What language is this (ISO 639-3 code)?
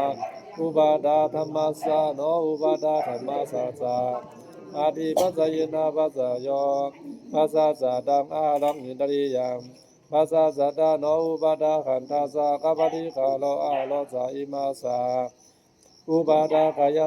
pli